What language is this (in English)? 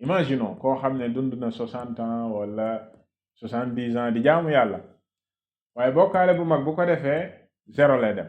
Wolof